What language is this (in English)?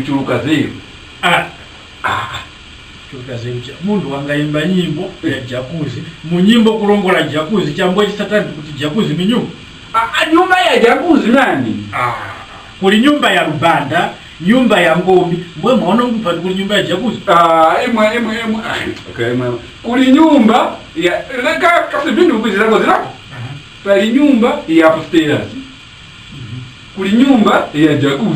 Tumbuka